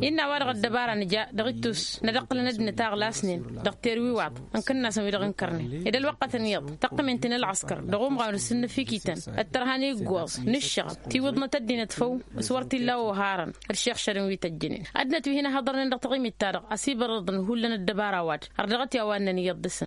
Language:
Tamasheq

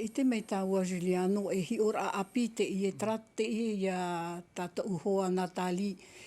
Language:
Tahitian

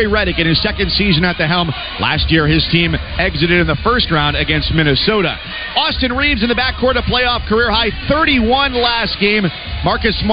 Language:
English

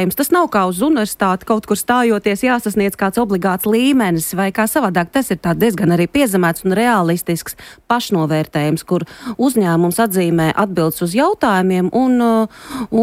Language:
Latvian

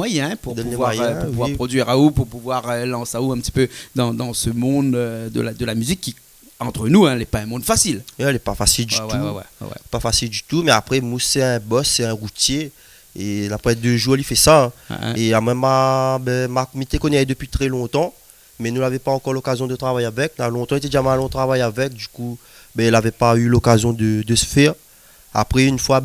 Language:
Réunion Creole French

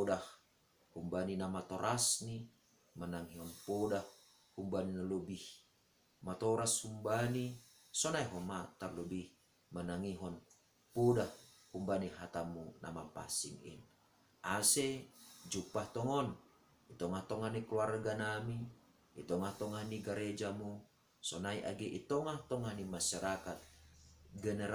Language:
Batak Simalungun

